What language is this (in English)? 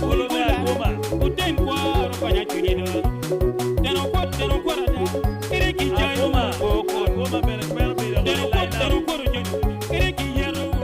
Acoli